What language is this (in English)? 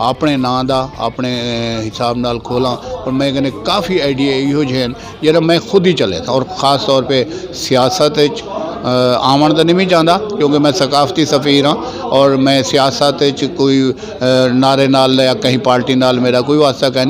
Saraiki